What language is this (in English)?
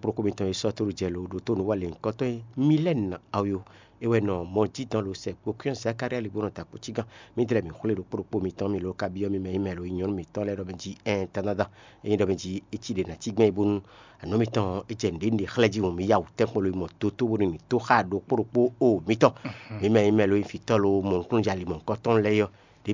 Fon